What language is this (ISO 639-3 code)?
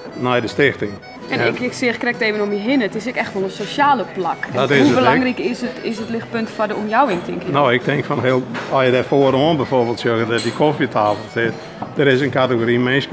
fry